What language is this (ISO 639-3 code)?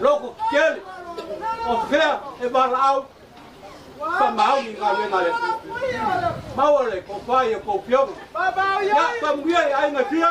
smo